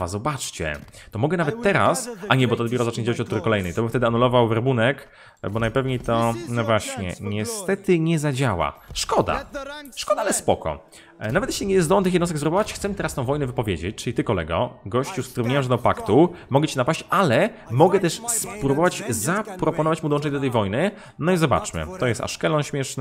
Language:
Polish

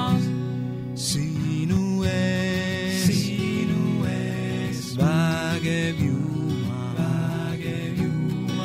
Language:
Estonian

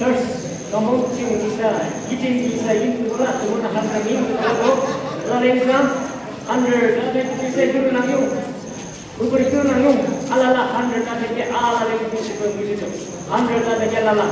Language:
Yimchungru Naga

